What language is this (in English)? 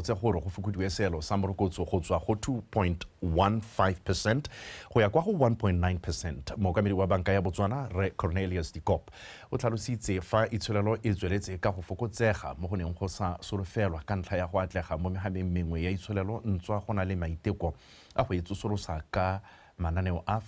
Tswana